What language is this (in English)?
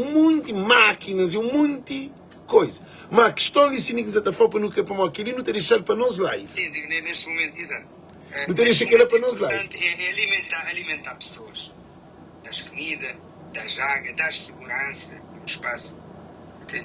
Kabuverdianu